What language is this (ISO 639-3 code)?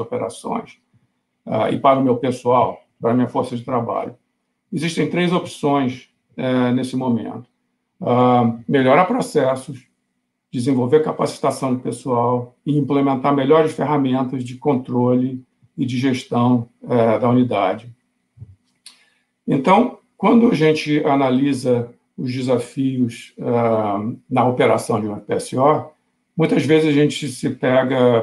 por